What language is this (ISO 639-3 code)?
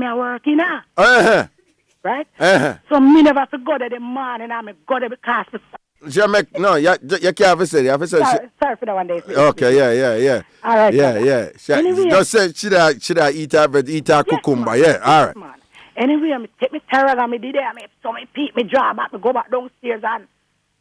jam